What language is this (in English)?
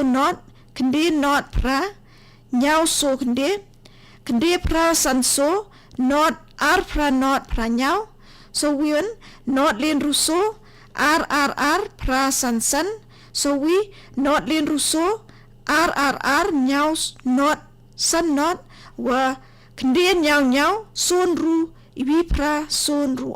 Khasi